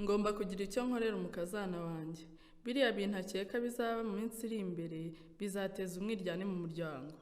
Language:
Kinyarwanda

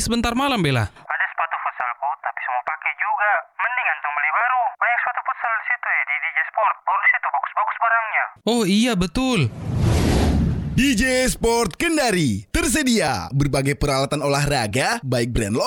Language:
Indonesian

